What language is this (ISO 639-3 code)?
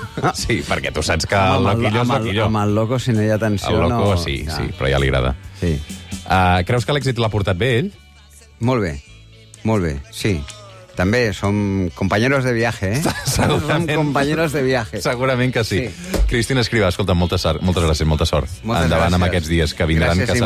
cat